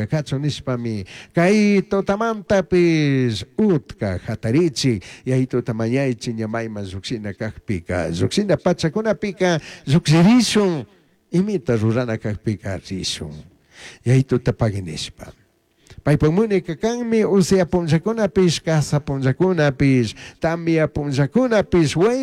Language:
Chimborazo Highland Quichua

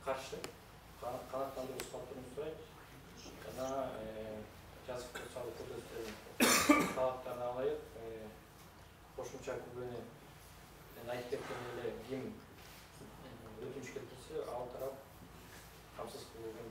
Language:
Kyrgyz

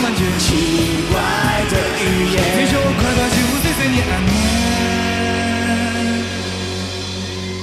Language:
Chinese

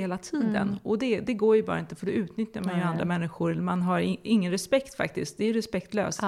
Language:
Swedish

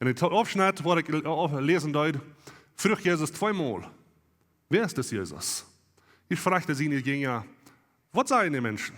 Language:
Plautdietsch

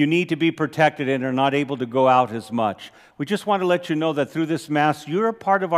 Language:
English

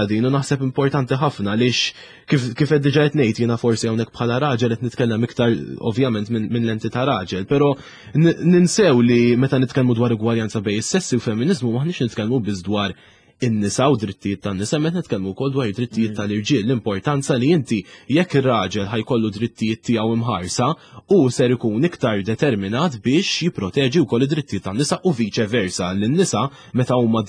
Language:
Maltese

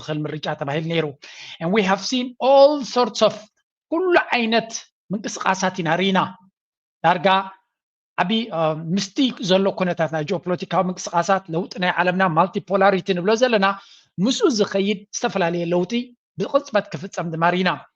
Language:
Tigrinya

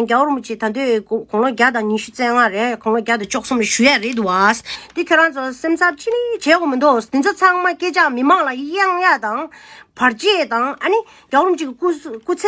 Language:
Tibetan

